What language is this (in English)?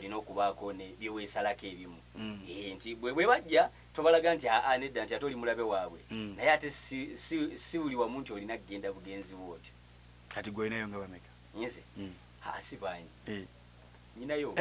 Ganda